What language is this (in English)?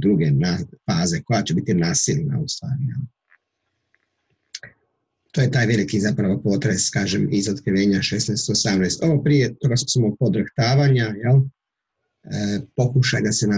Croatian